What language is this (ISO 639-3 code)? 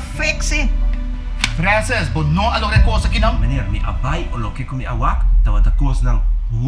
pap